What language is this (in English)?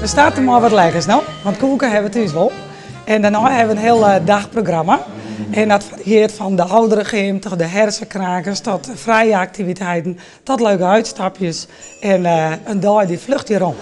Western Frisian